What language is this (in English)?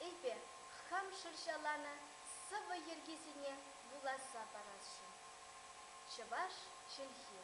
Chuvash